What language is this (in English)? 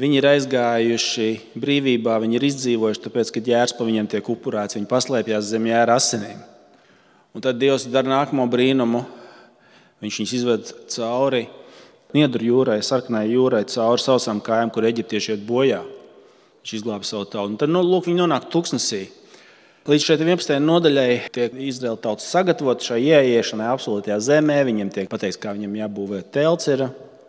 Latvian